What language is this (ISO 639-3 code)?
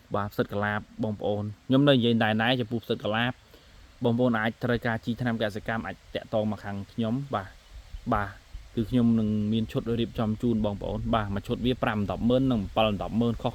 khm